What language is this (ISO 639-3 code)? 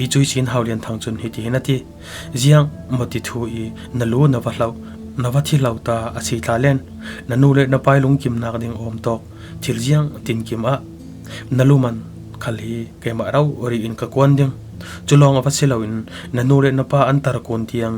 cfm